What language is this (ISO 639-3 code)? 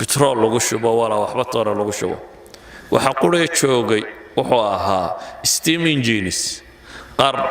som